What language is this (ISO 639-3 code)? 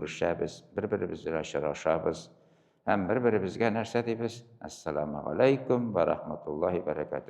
tat